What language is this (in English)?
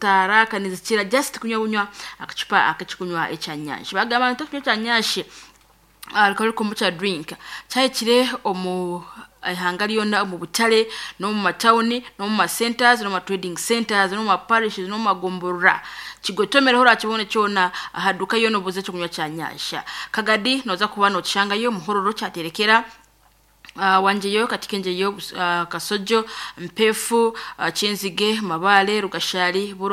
Nyankole